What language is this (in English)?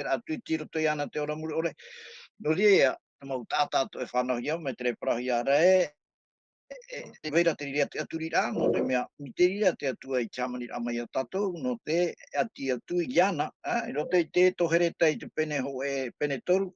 Tahitian